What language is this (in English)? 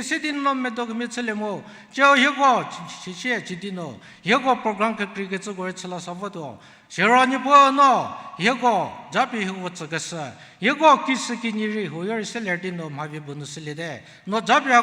Angami Naga